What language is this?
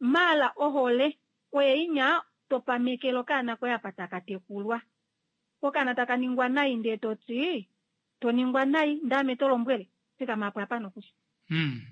Kuanyama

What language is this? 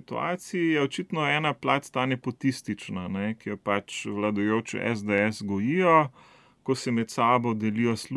Slovenian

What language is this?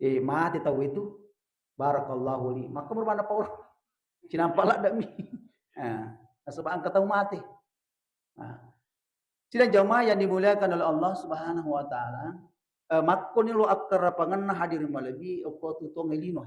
Buginese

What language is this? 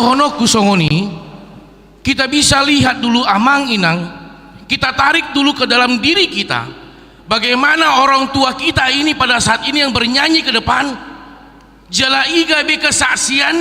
Batak Toba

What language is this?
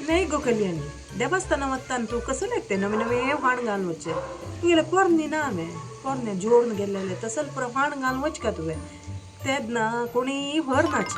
Konkani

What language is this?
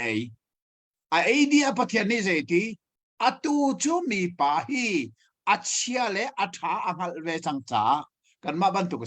Hakha Chin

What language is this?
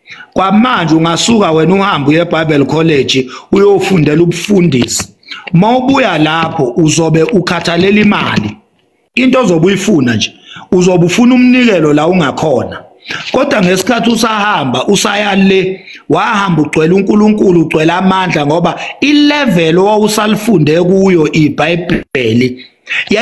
Zulu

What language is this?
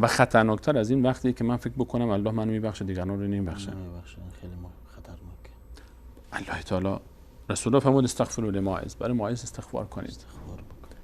Persian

